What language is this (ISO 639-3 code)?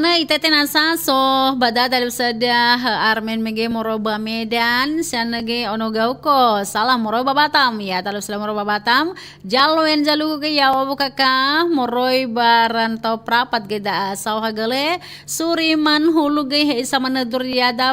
nia